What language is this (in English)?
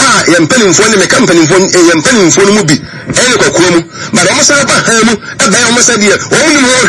Akan